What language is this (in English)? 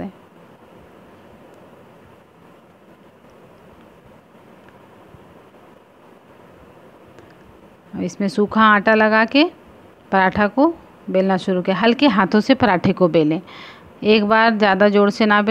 Hindi